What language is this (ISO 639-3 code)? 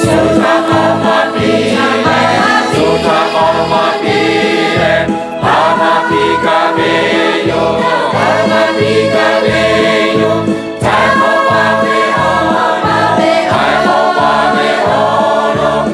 lhu